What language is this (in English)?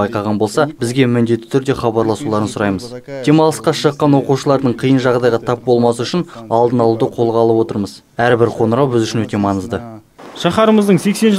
Kazakh